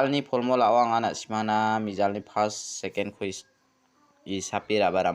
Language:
Garo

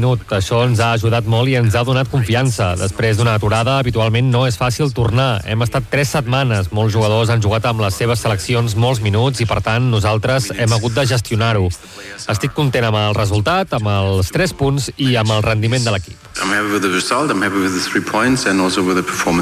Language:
Catalan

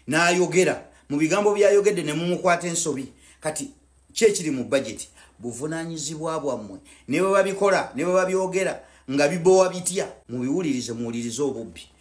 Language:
Ganda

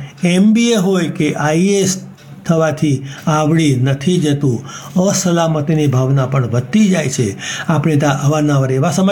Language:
Gujarati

